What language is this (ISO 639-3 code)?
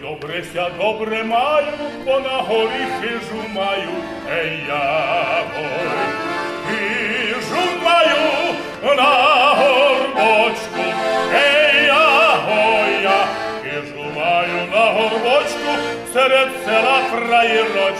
rue